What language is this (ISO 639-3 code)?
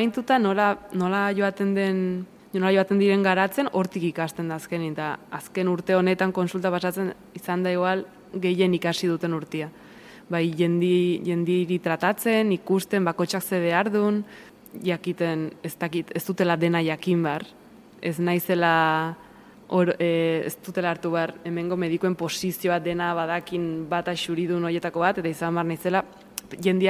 eus